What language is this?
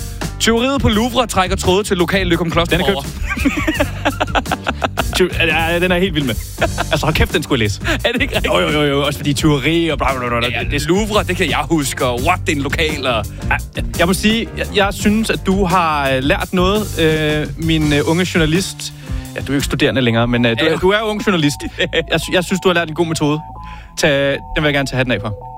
Danish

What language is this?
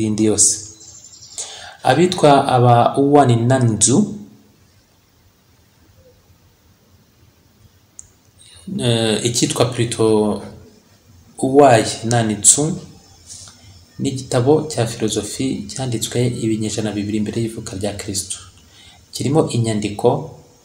Kinyarwanda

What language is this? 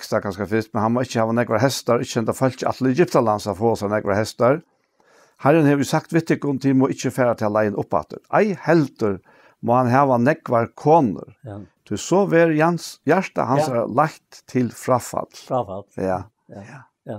Faroese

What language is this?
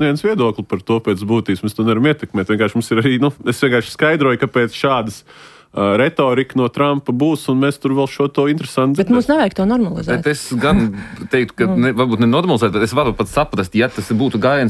Latvian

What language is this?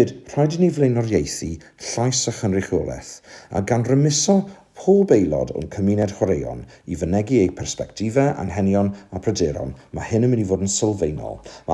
Welsh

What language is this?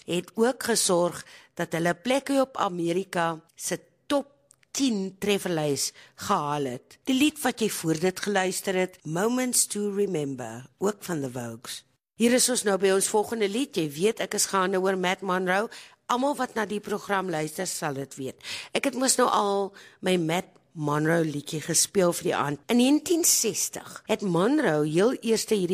Afrikaans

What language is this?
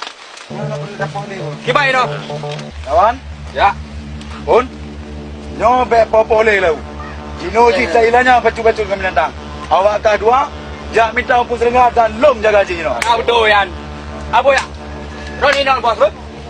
Achinese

